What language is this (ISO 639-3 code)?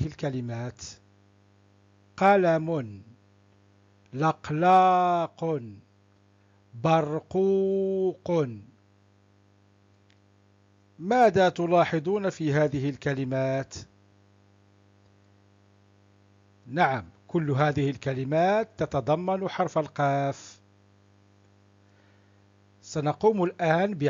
ara